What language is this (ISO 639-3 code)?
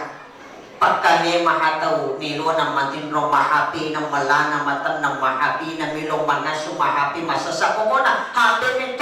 bug